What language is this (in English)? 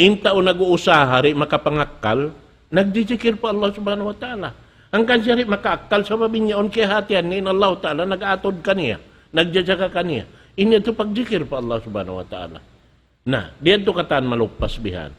Tausug